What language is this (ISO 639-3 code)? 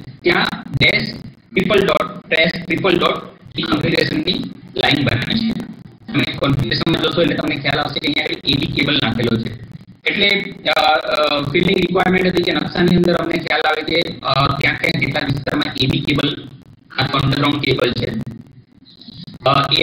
guj